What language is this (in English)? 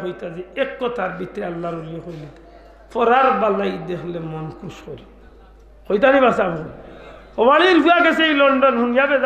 Sylheti